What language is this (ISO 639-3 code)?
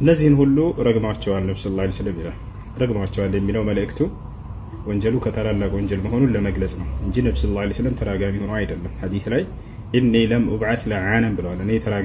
amh